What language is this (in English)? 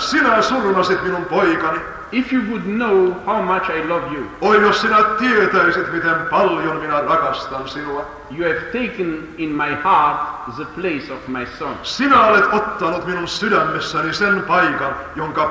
Finnish